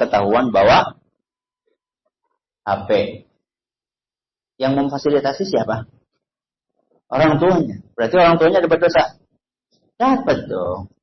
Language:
Indonesian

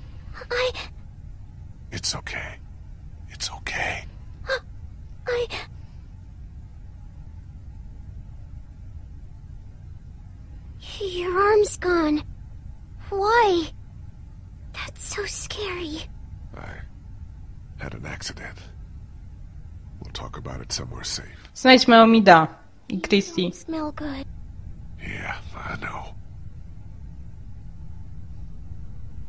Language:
Polish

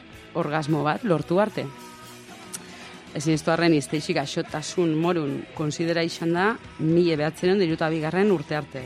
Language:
Basque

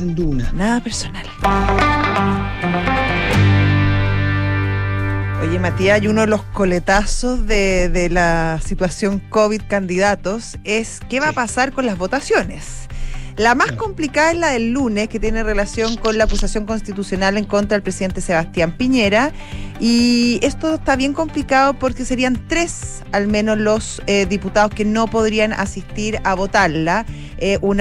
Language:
Spanish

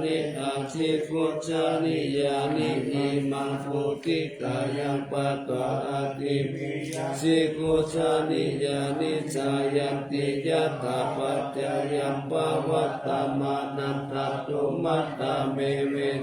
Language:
Pali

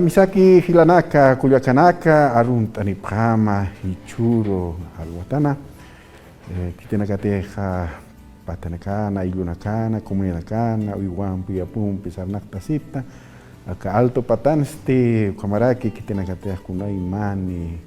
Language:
Aymara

